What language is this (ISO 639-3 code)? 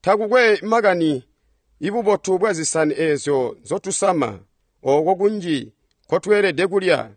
toi